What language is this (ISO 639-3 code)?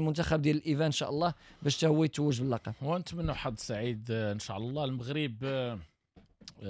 ary